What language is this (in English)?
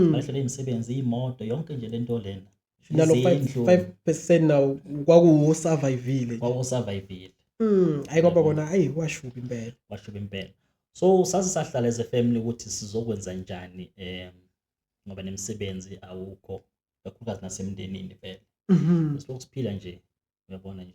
Zulu